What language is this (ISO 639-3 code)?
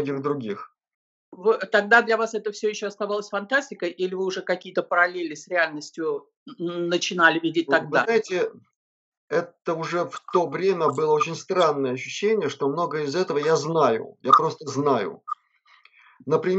rus